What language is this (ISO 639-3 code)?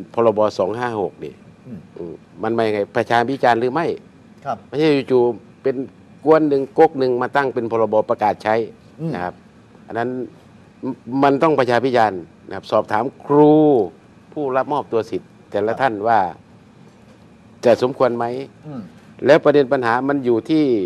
tha